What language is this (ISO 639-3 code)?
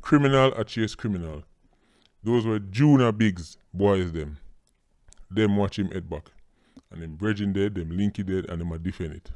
jam